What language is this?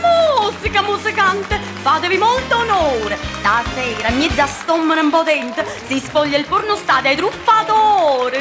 Neapolitan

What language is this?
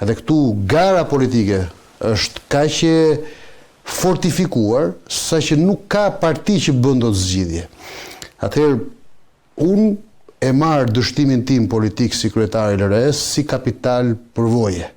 Albanian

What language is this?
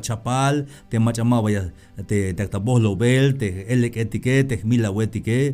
Tzeltal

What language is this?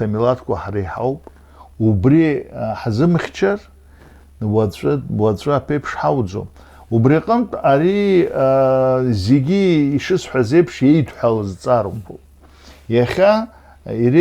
Abkhazian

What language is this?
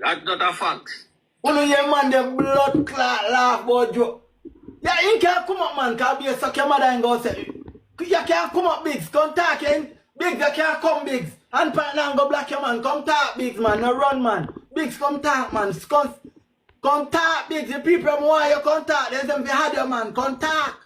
Jamaican Creole English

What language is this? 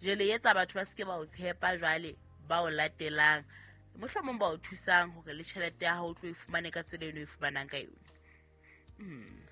Southern Sotho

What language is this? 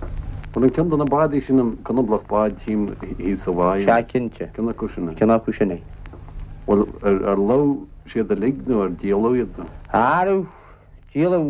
Irish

